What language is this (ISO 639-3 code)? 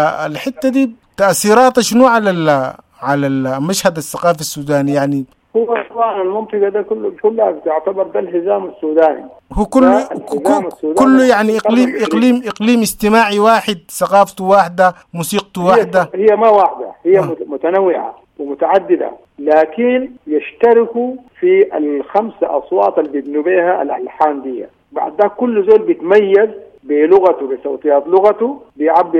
apd